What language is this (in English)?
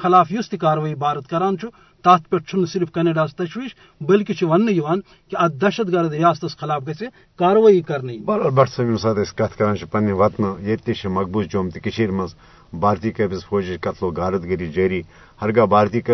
Kashmiri